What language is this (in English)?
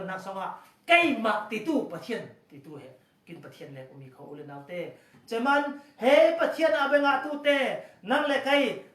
Falam Chin